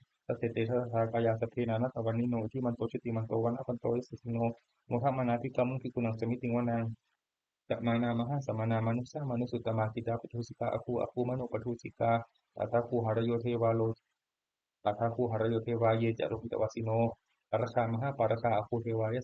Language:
Pali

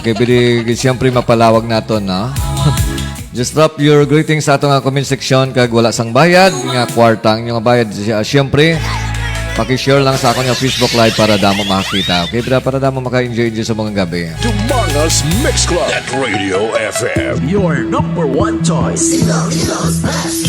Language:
Hiligaynon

